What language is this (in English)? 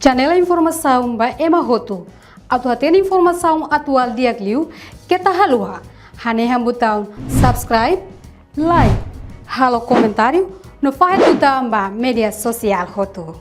Tetum